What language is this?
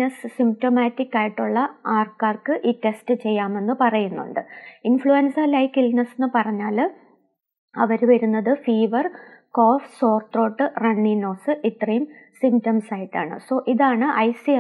Malayalam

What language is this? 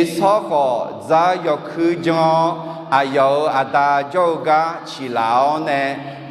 Akha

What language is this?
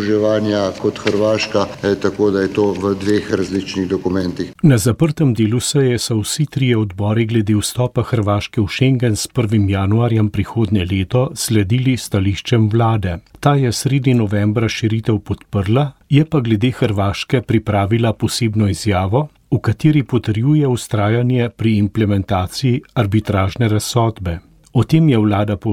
Slovenian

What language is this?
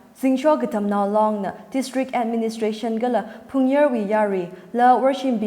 Tangkhul Naga (India)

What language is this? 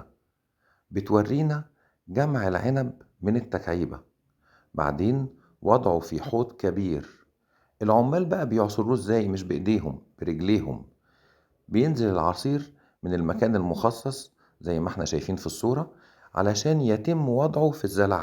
Egyptian Arabic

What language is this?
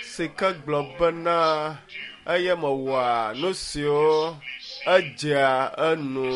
Ewe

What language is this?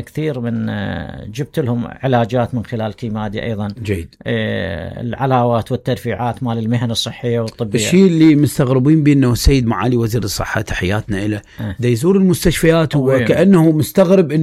Mesopotamian Arabic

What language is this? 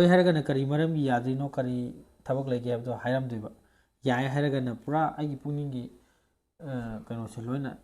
Manipuri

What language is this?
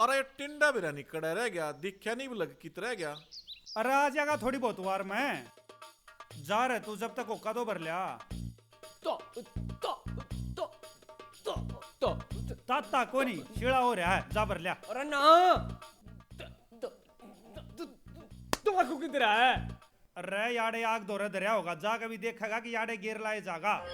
Haryanvi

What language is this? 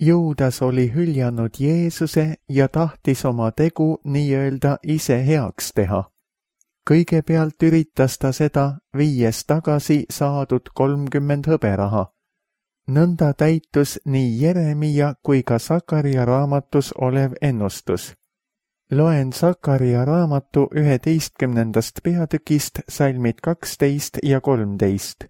Estonian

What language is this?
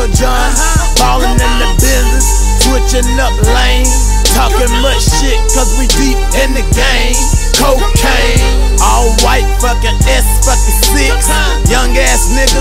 English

